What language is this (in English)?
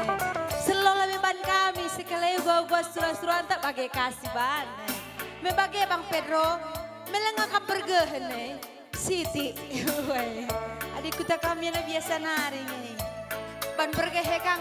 Batak Karo